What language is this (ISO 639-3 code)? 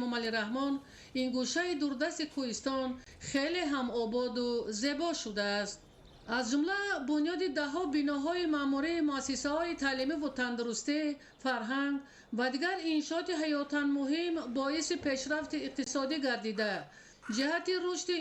tgk